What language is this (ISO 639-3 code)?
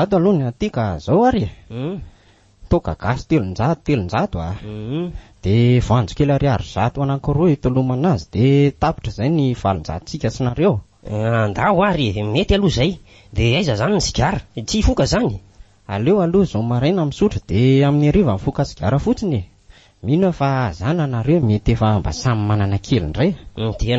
mlg